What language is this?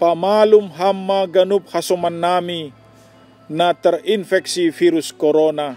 Batak Simalungun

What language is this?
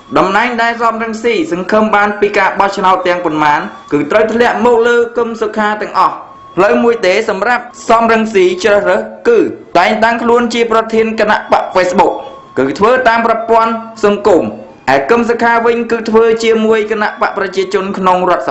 Khmer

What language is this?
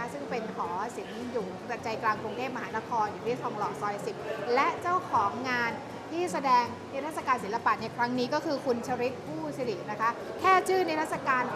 Thai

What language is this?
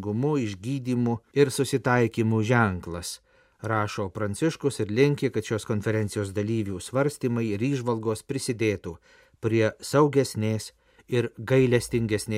Lithuanian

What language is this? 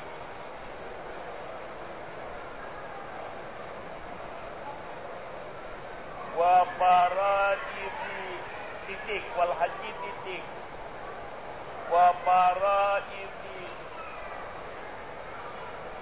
Malay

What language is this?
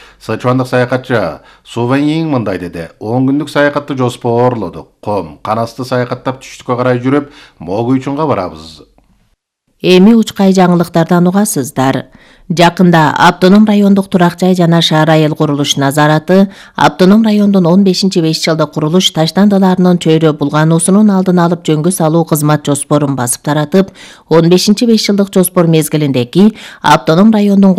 Kyrgyz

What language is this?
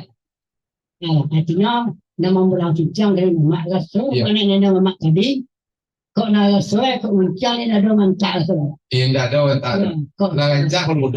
Minangkabau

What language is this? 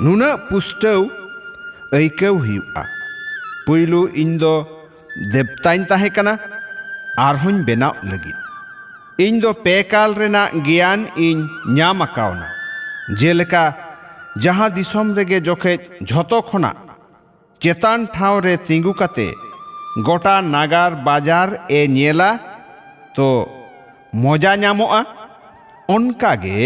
Santali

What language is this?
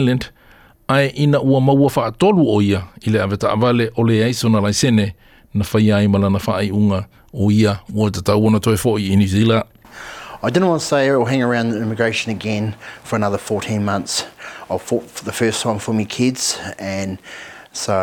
Samoan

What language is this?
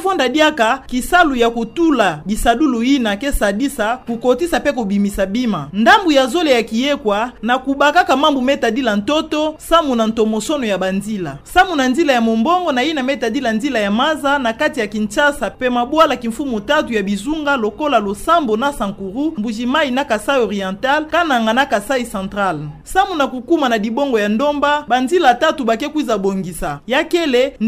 Kituba (Democratic Republic of Congo)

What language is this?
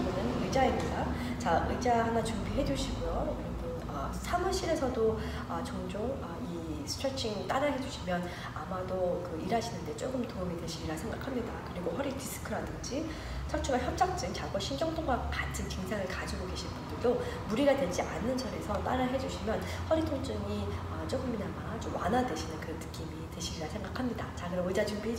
Korean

